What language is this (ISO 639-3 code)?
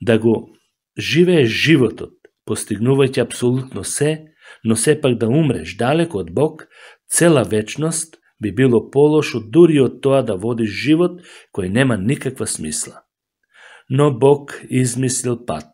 mkd